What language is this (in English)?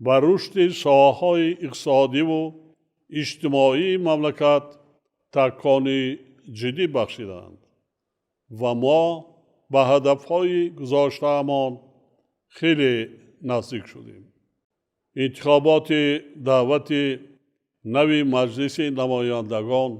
Tajik